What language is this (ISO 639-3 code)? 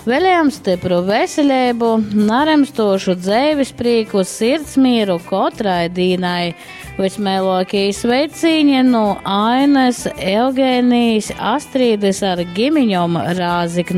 ltg